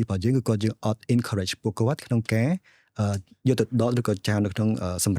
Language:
Khmer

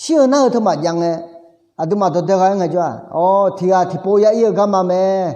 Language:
Akha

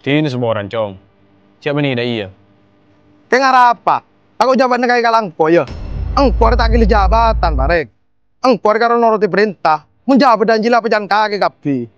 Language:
Madurese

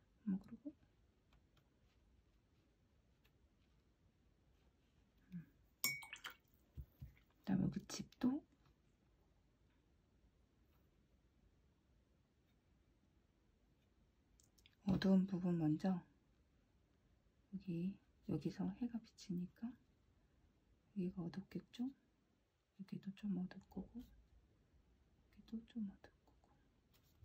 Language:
Korean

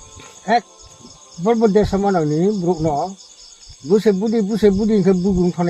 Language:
Riang (India)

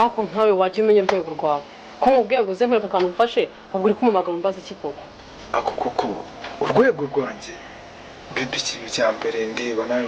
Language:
Kinyarwanda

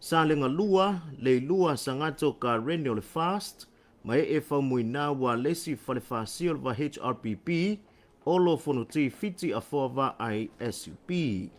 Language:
Samoan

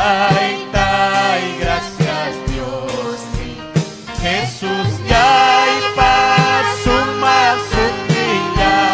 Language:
Ayacucho Quechua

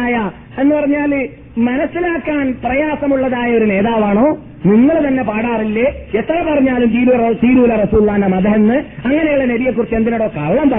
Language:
Malayalam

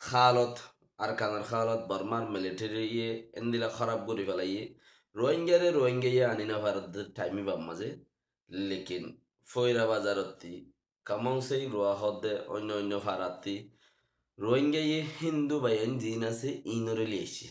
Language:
Rohingya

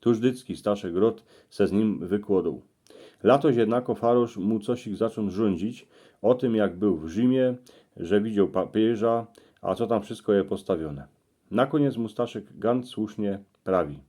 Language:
Silesian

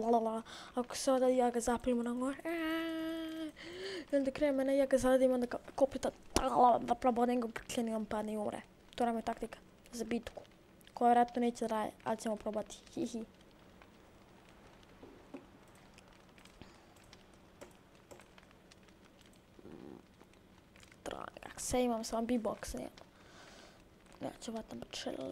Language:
Croatian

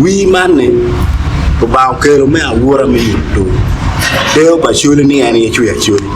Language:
Acoli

